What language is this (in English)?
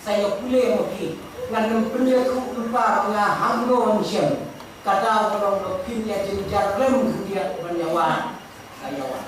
Khasi